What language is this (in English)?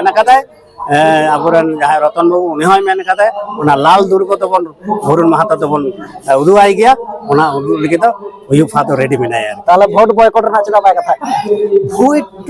Santali